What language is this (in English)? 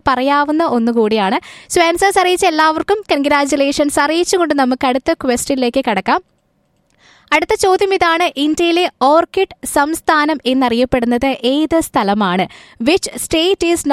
Malayalam